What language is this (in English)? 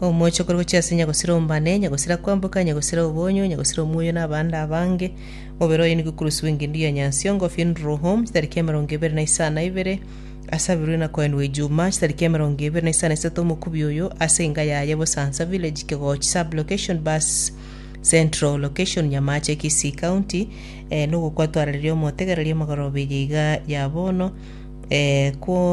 Gusii